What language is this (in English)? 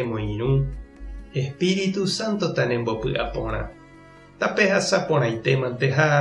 Guarani